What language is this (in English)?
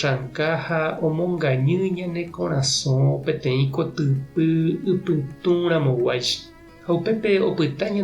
Guarani